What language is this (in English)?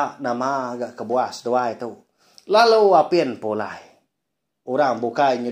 Iban